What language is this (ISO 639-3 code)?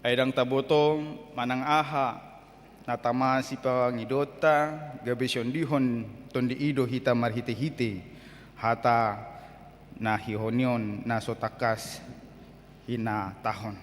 bbc